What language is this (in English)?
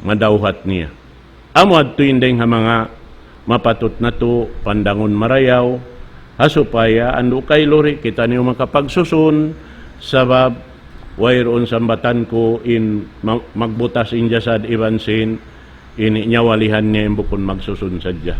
Tausug